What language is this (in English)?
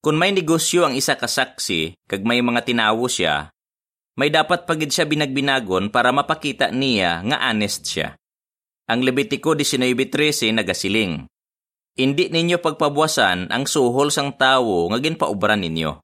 Hiligaynon